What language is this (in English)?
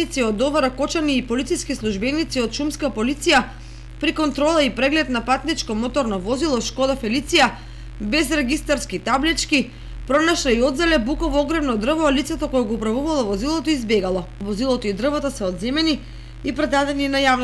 Macedonian